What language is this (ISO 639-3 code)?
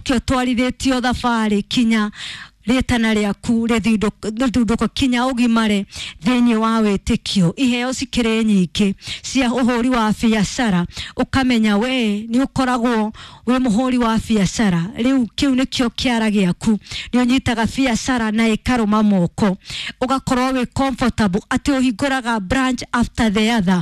kik